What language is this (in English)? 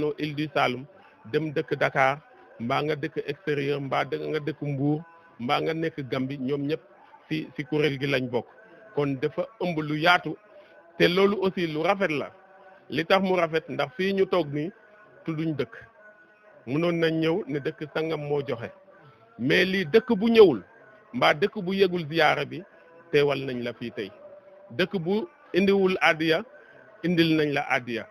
Wolof